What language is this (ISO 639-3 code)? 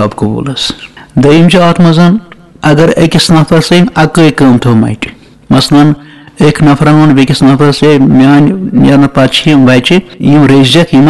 kas